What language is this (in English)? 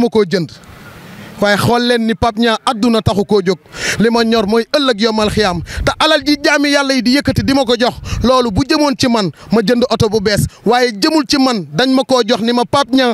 Wolof